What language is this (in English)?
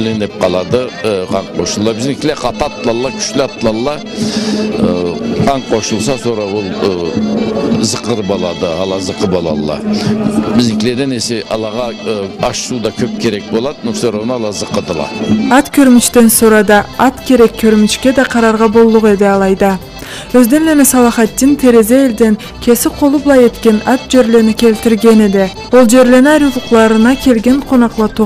Karachay-Balkar